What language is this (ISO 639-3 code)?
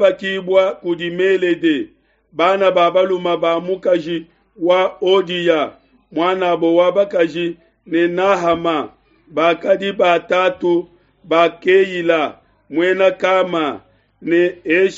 lua